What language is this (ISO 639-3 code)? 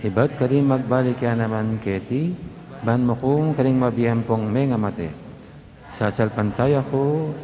pam